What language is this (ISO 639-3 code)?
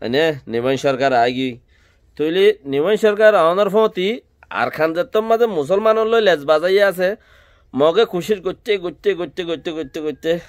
rhg